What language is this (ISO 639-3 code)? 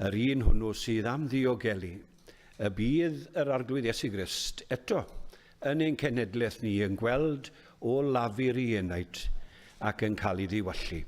cym